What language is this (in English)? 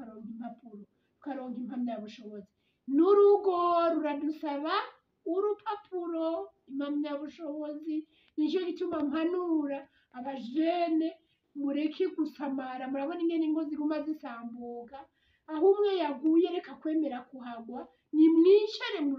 Rundi